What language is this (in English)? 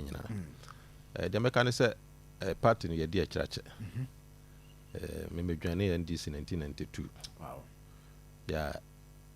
Akan